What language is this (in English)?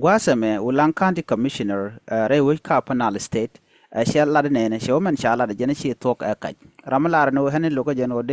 Nuer